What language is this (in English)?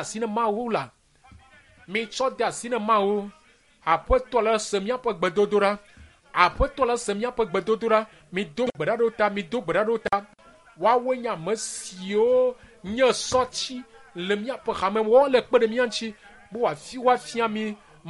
Ewe